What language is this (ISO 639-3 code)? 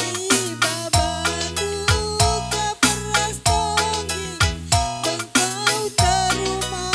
btx